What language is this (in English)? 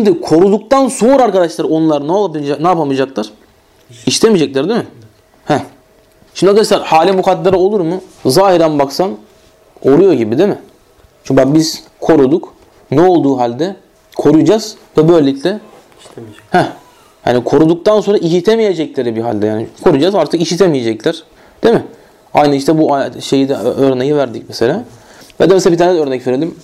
Turkish